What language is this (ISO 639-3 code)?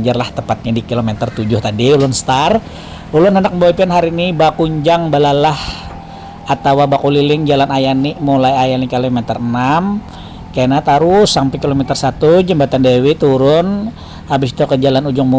bjn